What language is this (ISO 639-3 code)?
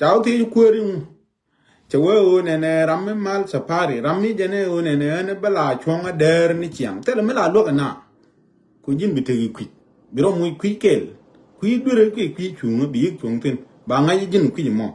nus